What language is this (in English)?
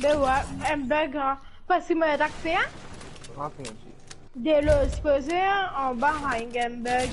Morisyen